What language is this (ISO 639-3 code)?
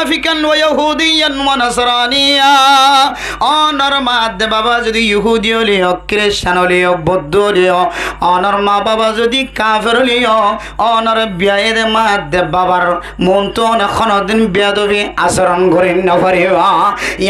rhg